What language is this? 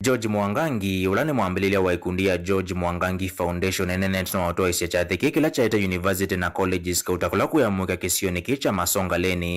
Kamba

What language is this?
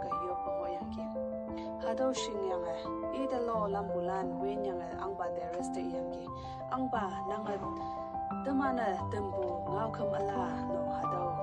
Konyak Naga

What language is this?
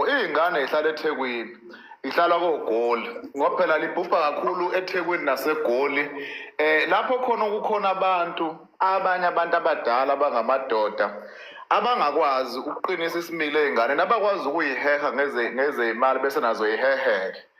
Zulu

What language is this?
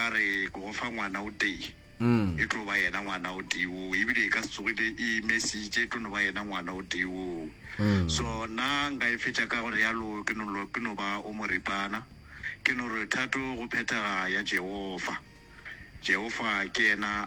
Northern Sotho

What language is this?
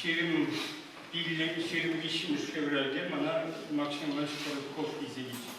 Chuvash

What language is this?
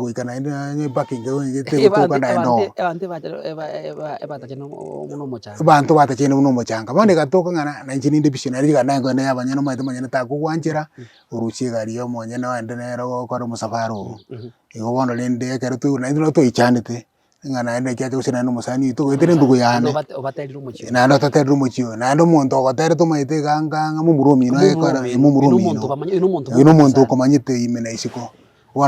Gusii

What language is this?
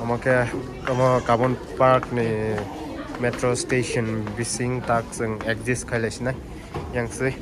Kok Borok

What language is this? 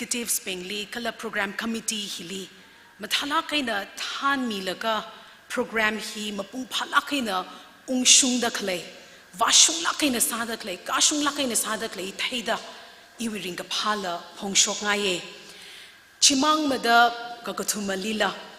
Tangkhul Naga (India)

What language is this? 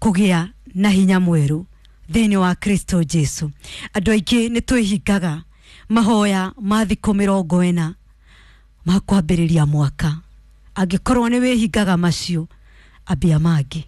Kikuyu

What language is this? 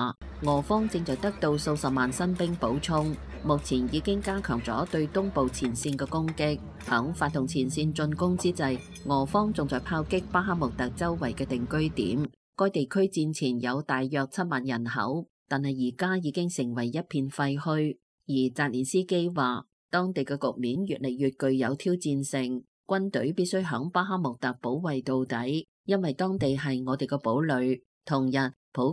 Cantonese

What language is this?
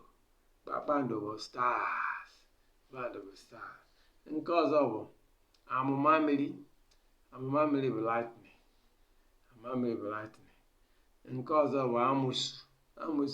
Igbo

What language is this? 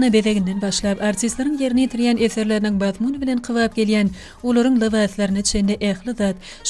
Turkmen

